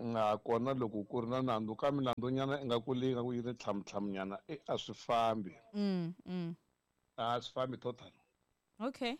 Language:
Tsonga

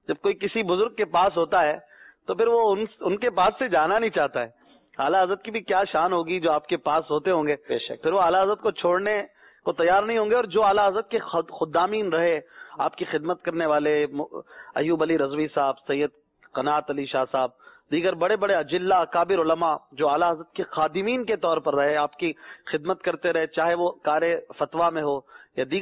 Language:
Urdu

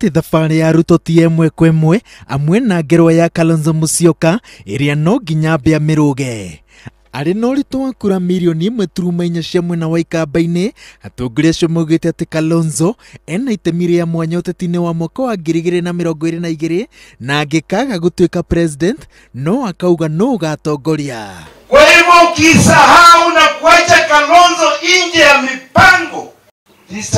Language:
Kikuyu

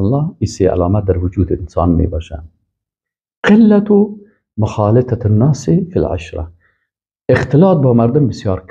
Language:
Persian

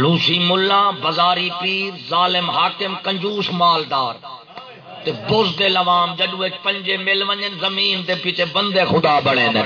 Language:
Saraiki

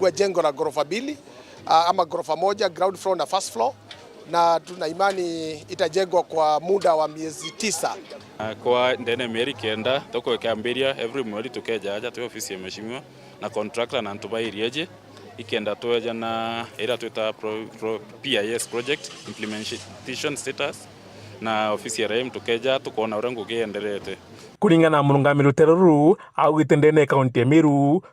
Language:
Meru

